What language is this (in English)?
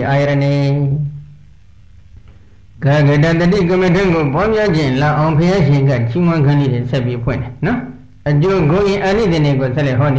Burmese